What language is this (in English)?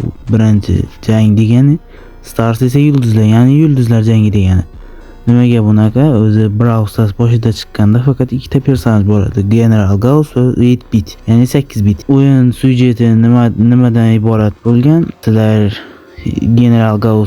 Uzbek